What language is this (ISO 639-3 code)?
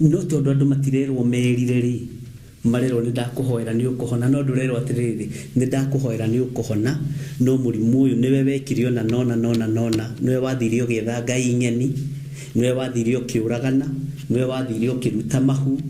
kik